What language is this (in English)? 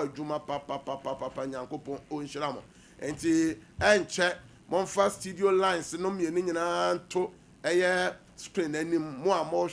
Akan